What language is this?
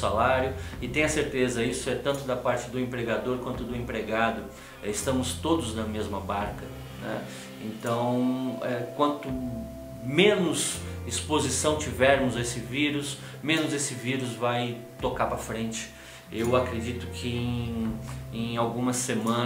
Portuguese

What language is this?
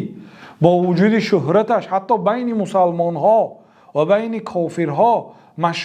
Tajik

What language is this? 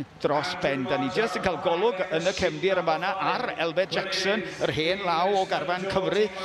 Welsh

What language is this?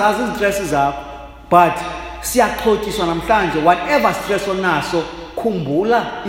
Xhosa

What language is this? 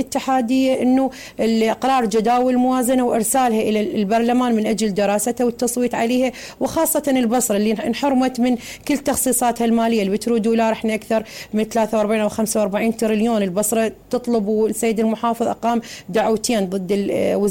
Mesopotamian Arabic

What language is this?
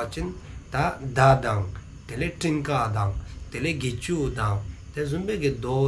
Dzongkha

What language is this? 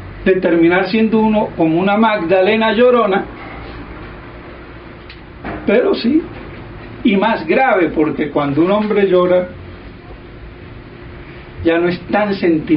Spanish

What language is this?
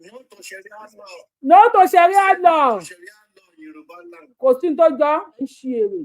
Yoruba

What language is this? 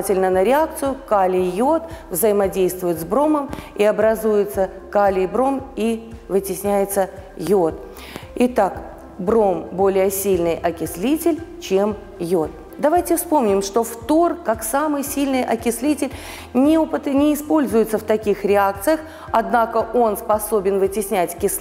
Russian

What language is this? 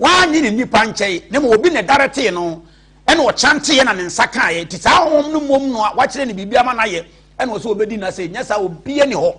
Akan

